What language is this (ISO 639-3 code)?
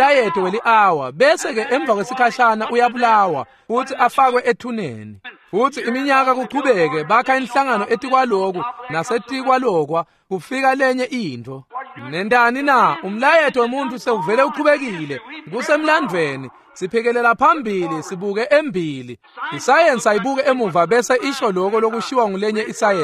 ssw